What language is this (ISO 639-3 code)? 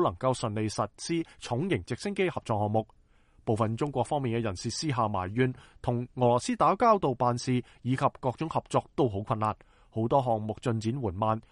yue